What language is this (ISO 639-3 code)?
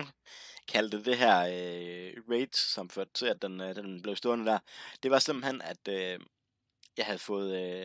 dan